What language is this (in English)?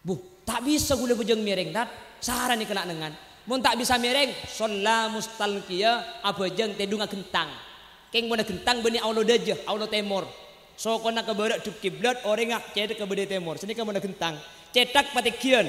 Madurese